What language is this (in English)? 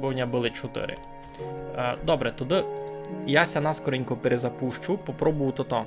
Rusyn